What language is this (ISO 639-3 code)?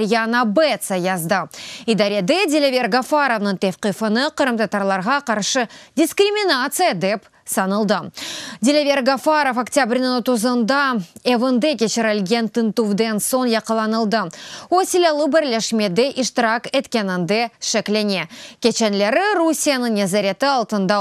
crh